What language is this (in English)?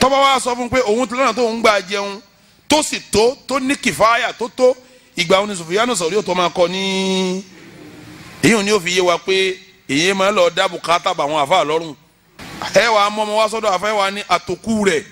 Yoruba